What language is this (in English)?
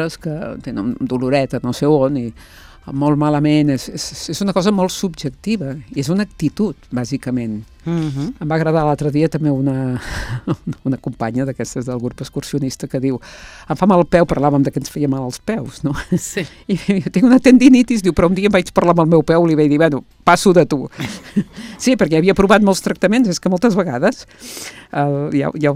Catalan